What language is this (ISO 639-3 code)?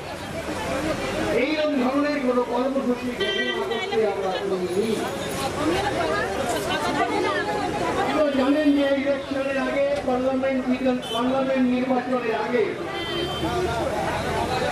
ben